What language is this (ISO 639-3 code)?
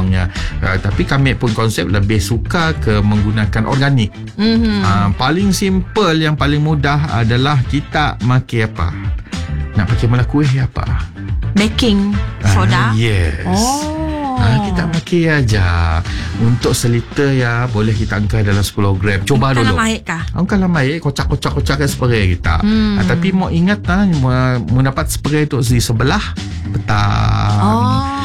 msa